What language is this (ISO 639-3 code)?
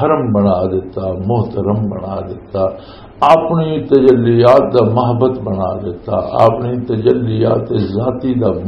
lah